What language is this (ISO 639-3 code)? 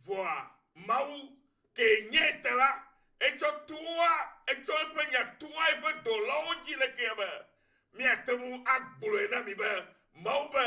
ewe